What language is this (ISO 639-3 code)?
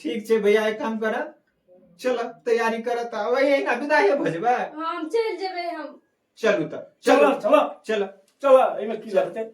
mai